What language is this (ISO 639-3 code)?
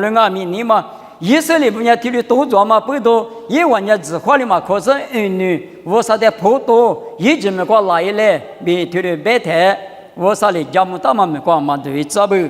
lis